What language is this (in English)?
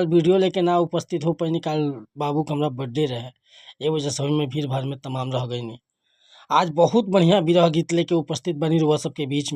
Bhojpuri